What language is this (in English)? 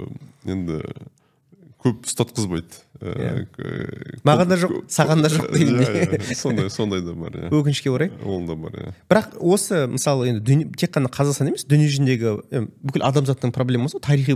Kazakh